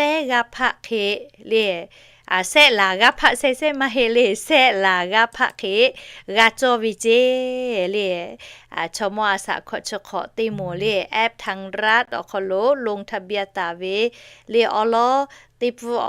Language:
Lahu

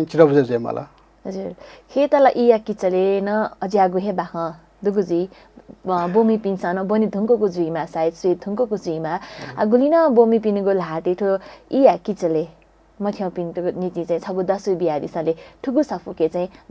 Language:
Newari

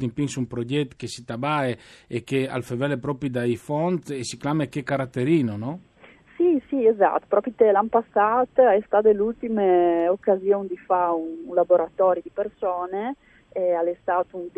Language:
Friulian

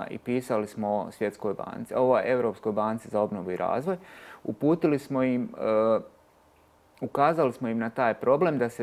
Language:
Bosnian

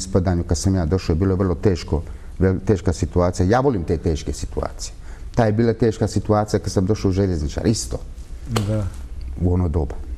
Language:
Bosnian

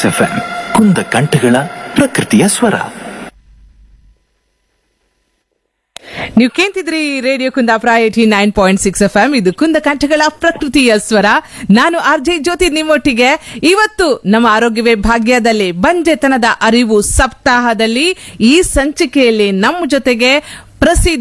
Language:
Kannada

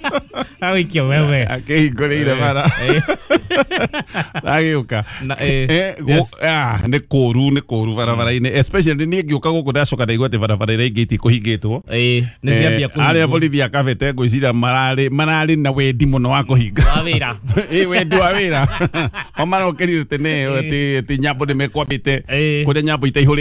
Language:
Kikuyu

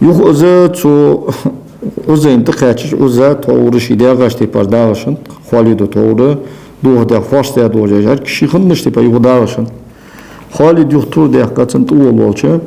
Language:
Ingush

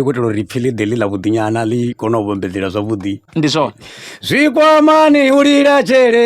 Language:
Venda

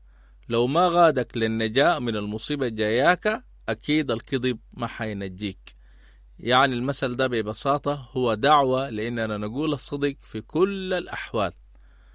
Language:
Sudanese Arabic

